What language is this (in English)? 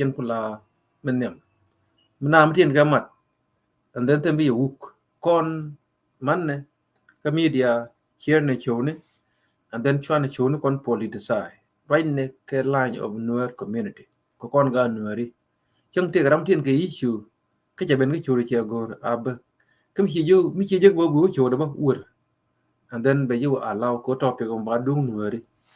Nuer